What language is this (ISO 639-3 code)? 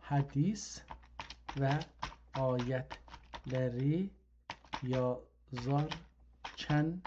azb